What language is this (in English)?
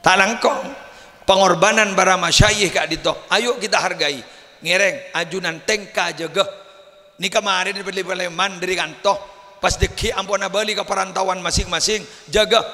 Madurese